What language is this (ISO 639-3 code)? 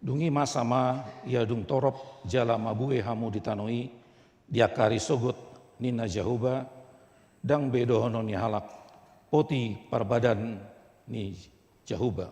bbc